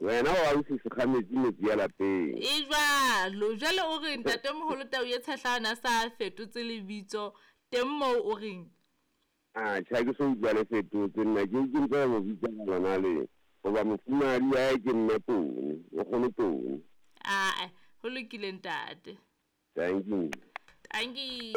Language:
Southern Sotho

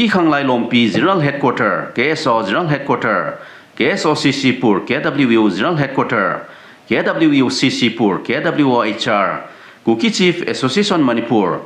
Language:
Thado Chin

